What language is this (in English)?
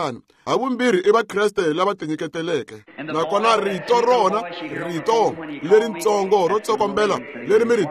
Tsonga